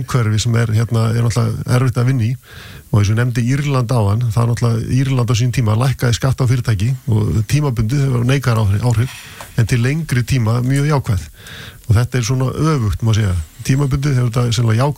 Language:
Icelandic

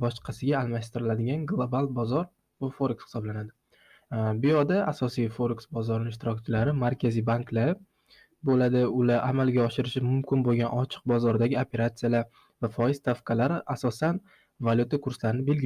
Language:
Uzbek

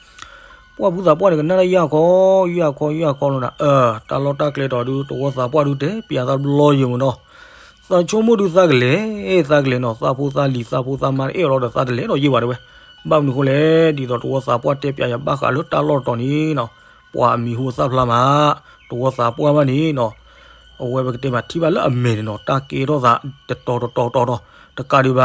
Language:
S'gaw Karen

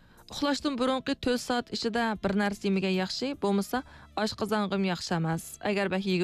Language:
Uyghur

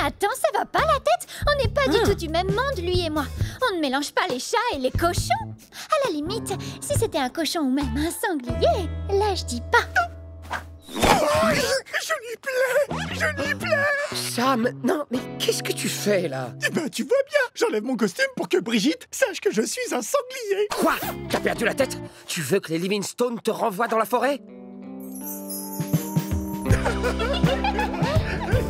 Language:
French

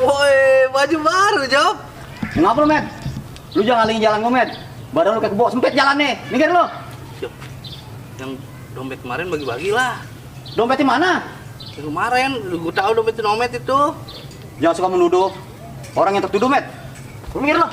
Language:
Betawi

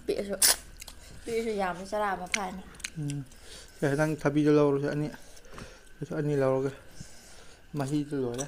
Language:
Manipuri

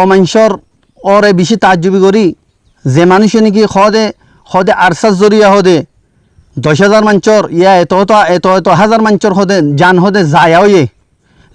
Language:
Rohingya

